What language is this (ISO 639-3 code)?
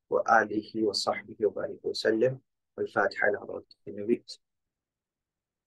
urd